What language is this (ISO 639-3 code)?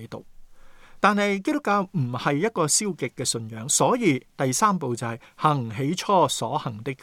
yue